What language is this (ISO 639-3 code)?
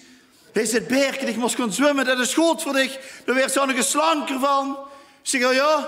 lim